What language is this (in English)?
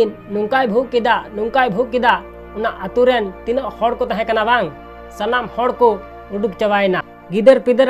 Santali